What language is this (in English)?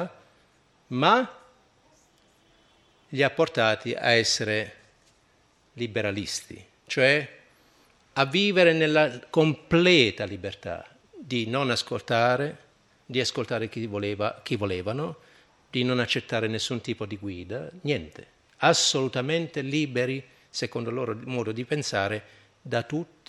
Italian